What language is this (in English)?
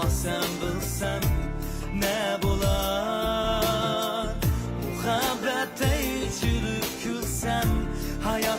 Uyghur